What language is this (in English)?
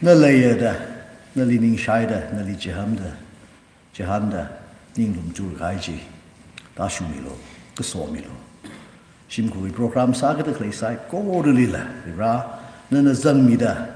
Tangkhul Naga (India)